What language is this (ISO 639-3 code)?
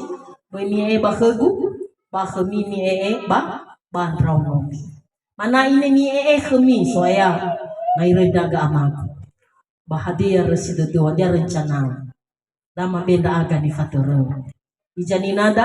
nia